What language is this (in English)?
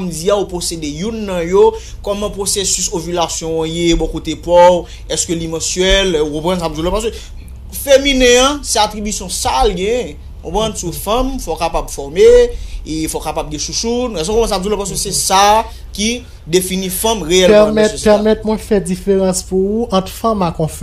Haitian Creole